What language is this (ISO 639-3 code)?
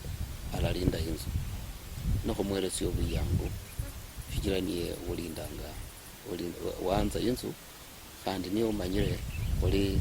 luy